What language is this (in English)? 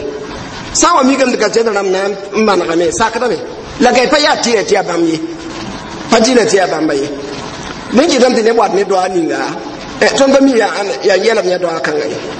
Mossi